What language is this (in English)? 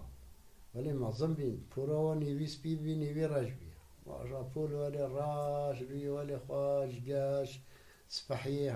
Kurdish